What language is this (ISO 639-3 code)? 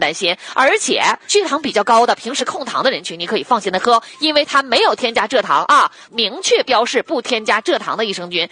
zho